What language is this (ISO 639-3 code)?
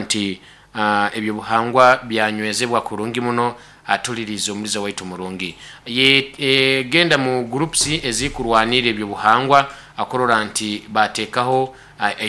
nyo